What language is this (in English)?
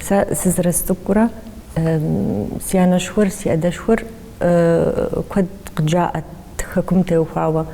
Kabardian